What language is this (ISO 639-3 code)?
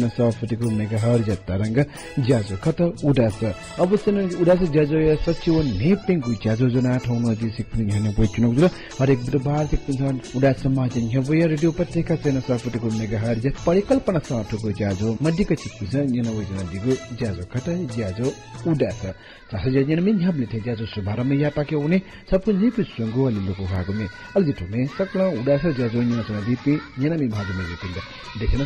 new